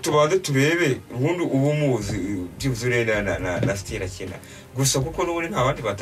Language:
Kinyarwanda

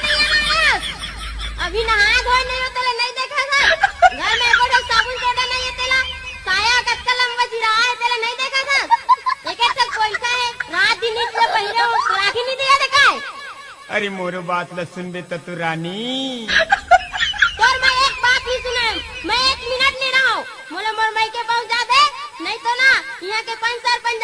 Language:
Chhattisgarhi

